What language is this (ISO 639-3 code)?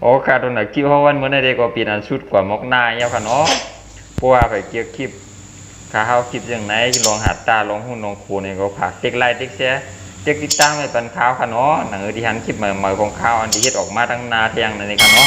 shn